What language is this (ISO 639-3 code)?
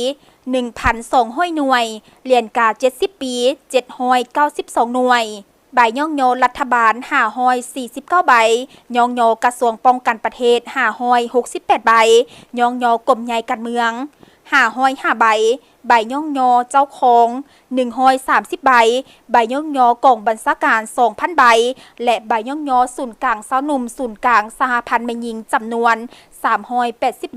lao